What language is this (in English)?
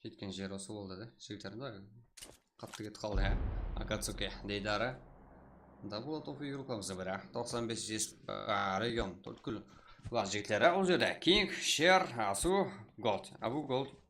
Kara-Kalpak